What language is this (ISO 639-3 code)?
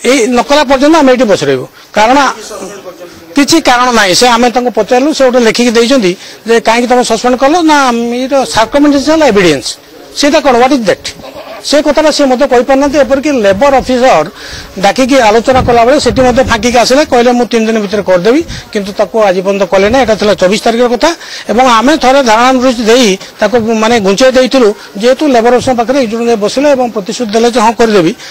ori